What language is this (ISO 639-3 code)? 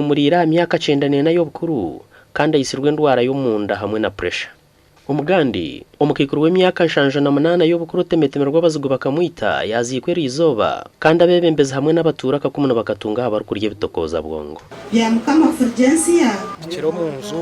nyn